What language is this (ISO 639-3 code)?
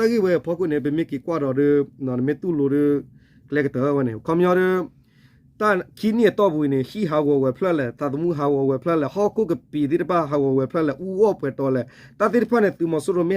ksw